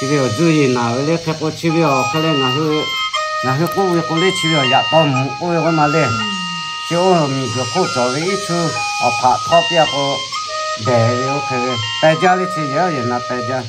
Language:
Lahu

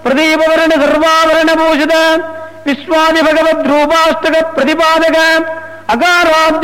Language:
Sanskrit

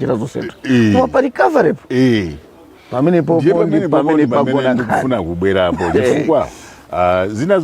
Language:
Nyanja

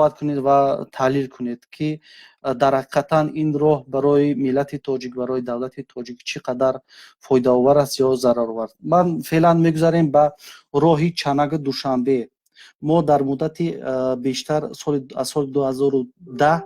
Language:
Tajik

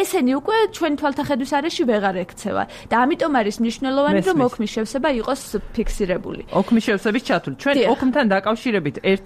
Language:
Georgian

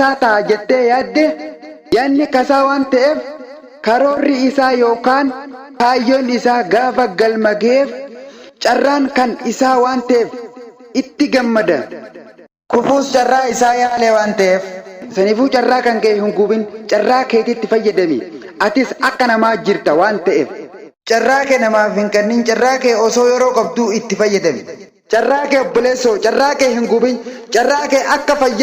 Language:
Oromo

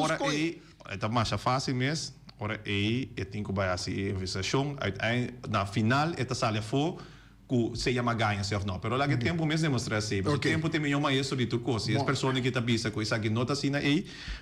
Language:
Papiamento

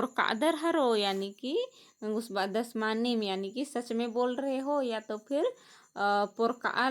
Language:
Kurukh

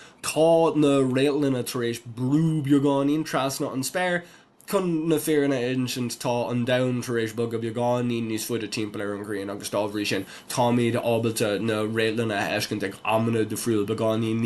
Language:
Irish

